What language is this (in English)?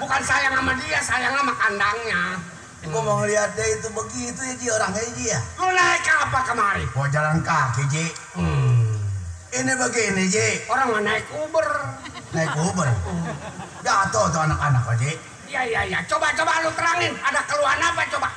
Betawi